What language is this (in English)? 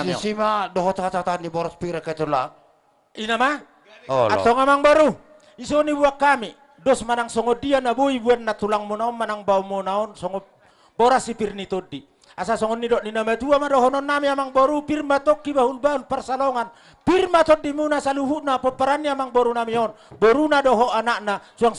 Batak Toba